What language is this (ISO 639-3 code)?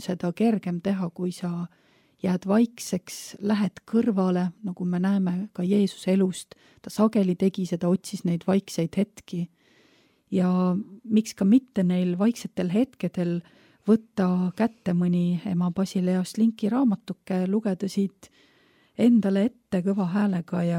est